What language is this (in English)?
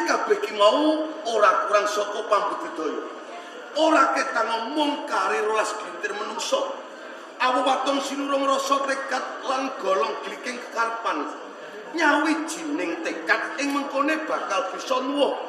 Javanese